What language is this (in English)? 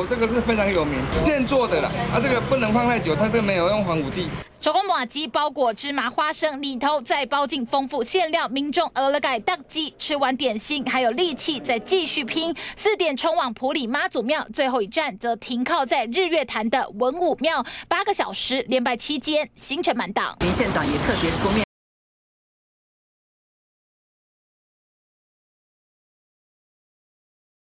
Chinese